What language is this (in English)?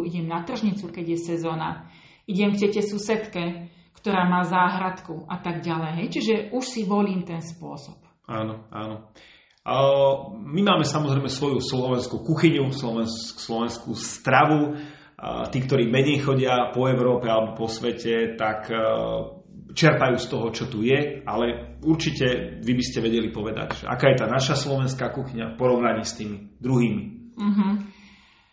Slovak